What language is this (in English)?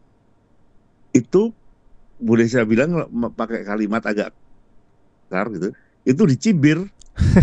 Indonesian